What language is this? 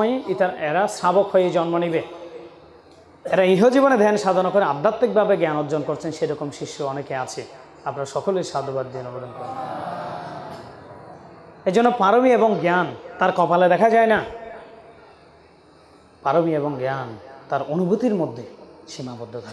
Bangla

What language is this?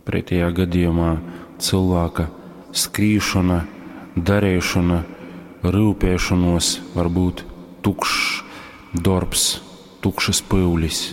Latgalian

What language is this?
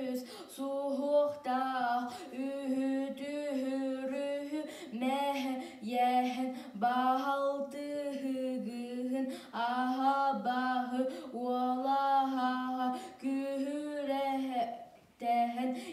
Yakut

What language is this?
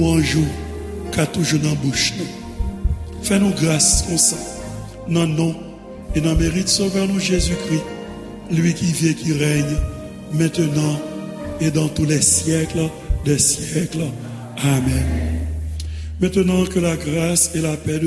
Haitian Creole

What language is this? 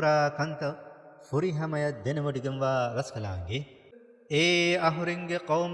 Divehi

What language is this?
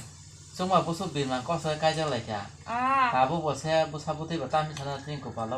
Kok Borok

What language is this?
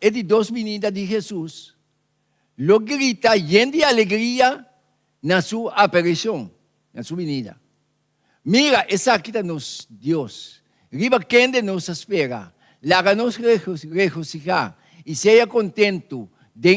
Papiamento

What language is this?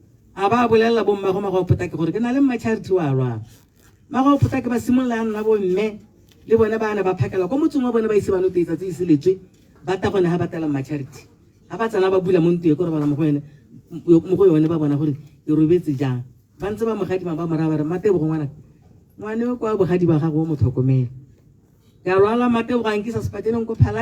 Tswana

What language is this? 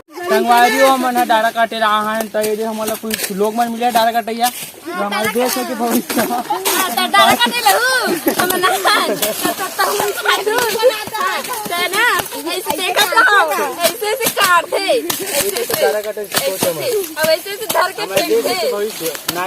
Chhattisgarhi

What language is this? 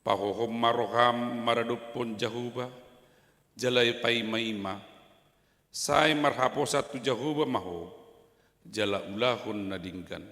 Batak Toba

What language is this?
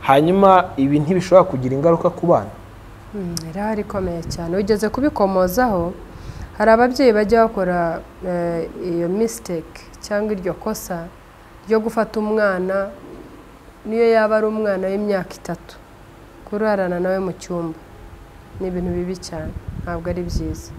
Kinyarwanda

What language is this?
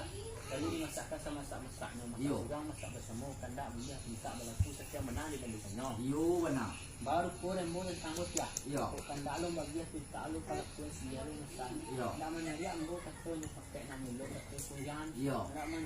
Minangkabau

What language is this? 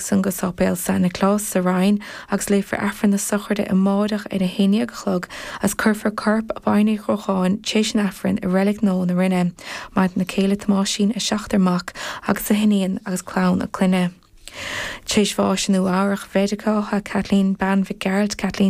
Irish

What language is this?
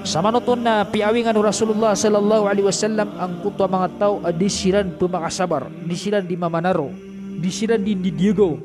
Maranao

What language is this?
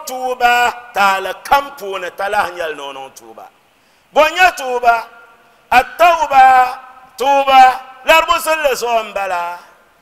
Dagbani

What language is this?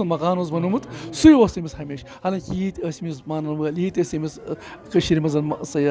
Kashmiri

